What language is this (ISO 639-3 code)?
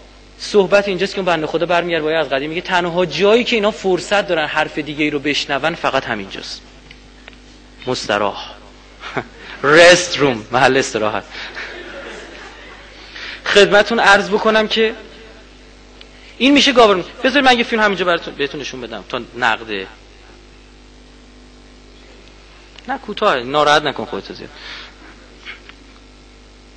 fas